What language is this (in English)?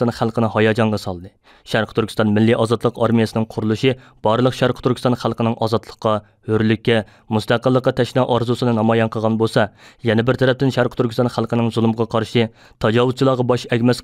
Uyghur